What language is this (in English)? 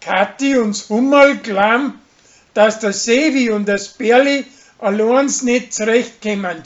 Bavarian